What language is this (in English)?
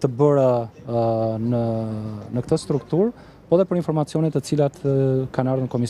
Albanian